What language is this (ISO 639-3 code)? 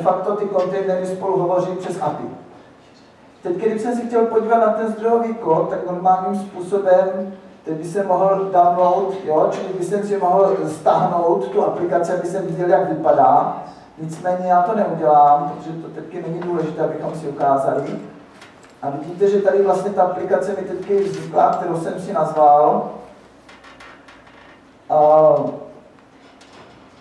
ces